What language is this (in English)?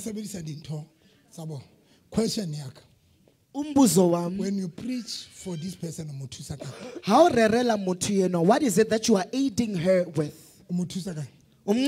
Southern Sotho